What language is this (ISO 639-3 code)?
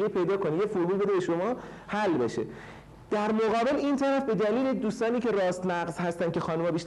fas